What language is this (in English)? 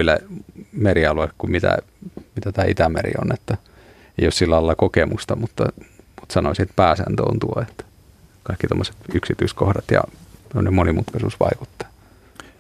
Finnish